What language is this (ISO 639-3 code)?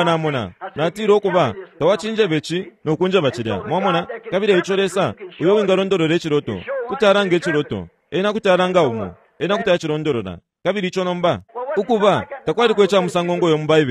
bem